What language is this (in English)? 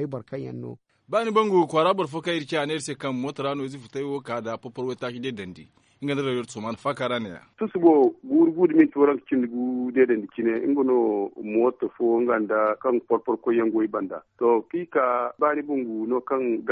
Zarma